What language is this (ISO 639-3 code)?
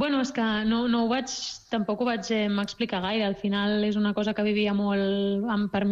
cat